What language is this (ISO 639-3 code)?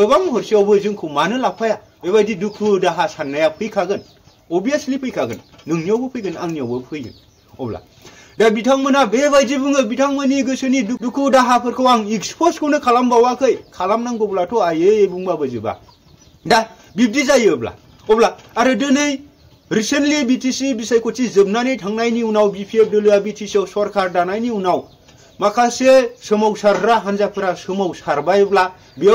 brx